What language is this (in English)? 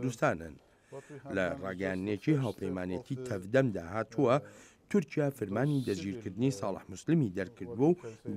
Central Kurdish